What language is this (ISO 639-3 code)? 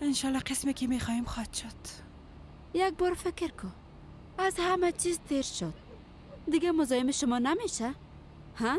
fas